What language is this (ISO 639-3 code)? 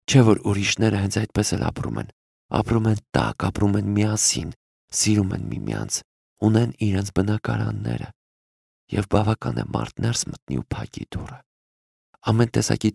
hye